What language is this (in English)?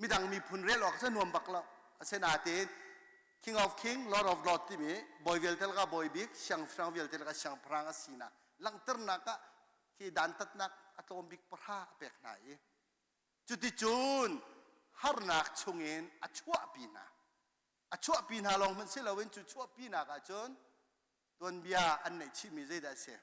Hakha Chin